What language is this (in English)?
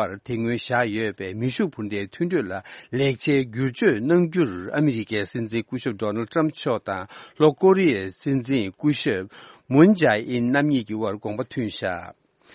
Tibetan